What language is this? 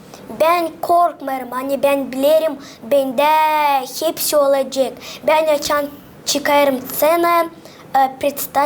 Gagauz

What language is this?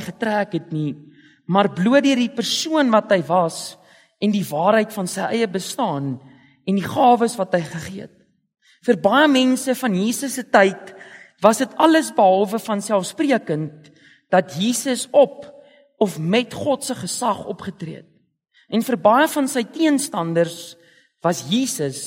Afrikaans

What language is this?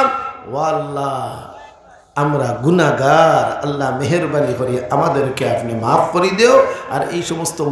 Sylheti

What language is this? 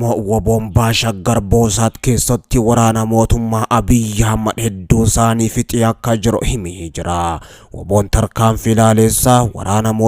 Oromo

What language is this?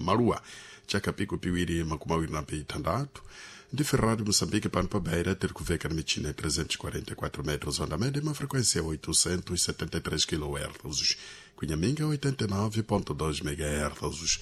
Sena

